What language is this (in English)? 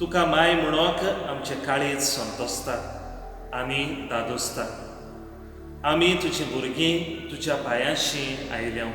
Konkani